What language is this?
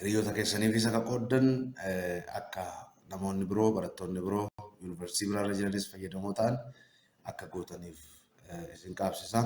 Oromo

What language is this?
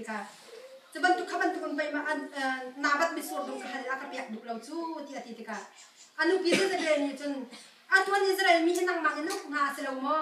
Hakha Chin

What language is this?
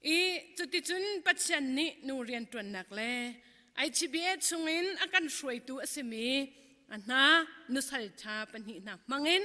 Hakha Chin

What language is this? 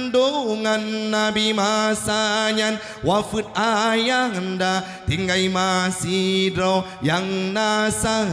Achinese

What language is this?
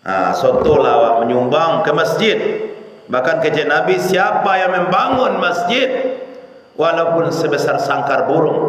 Minangkabau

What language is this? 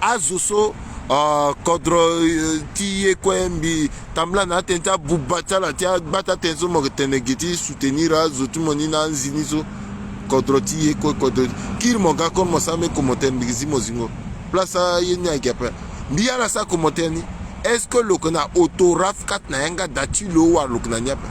Sango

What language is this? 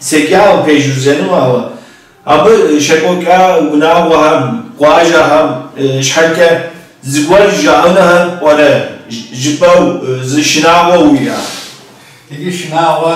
Kabardian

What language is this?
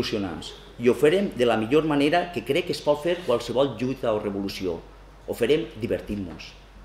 Catalan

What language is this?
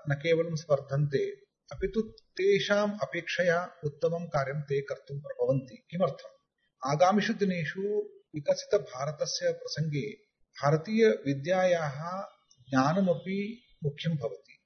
Sanskrit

